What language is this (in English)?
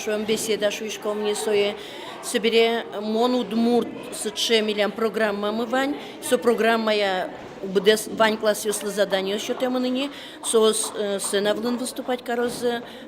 Udmurt